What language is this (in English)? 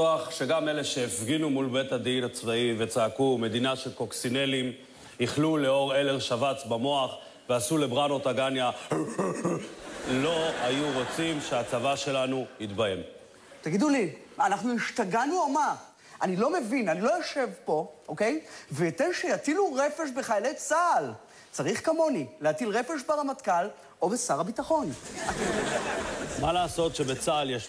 Hebrew